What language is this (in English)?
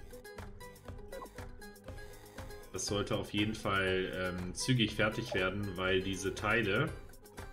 German